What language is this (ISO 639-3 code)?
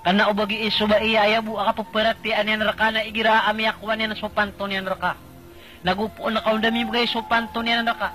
mrw